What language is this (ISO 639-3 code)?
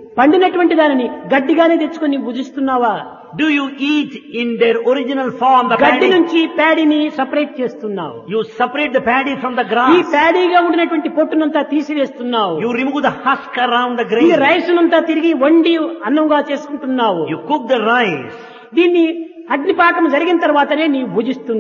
tel